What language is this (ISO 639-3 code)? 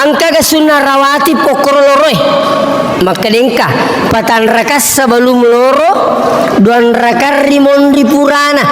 bug